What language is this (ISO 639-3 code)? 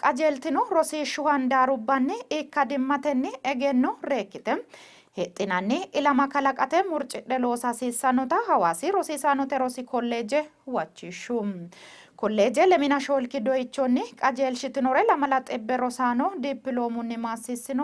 sid